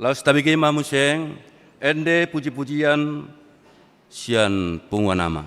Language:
Batak Toba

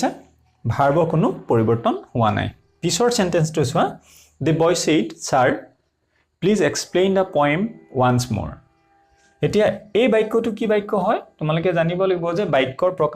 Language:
Assamese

